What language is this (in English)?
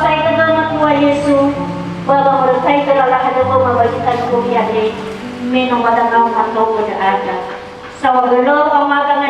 Nias